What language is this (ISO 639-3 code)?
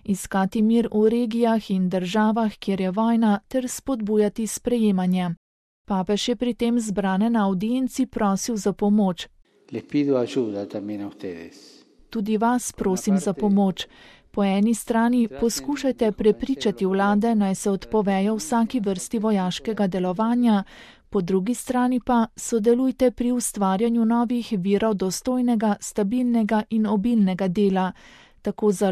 slv